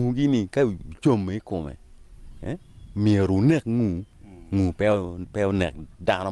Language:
Acoli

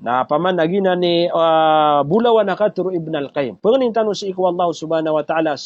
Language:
Maranao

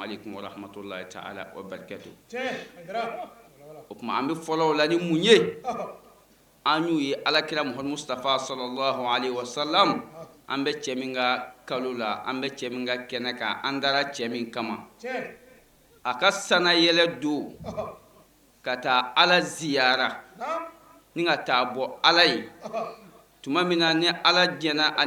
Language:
Bambara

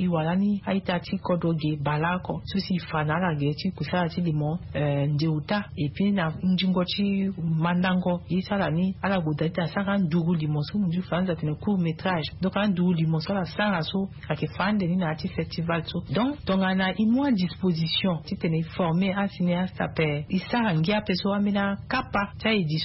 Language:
Sango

